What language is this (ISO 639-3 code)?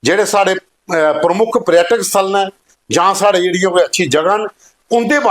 doi